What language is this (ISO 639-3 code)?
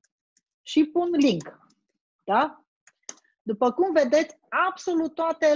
ron